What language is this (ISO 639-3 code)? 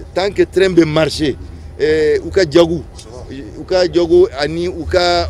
bam